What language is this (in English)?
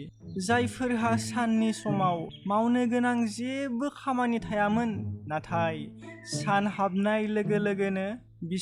Bodo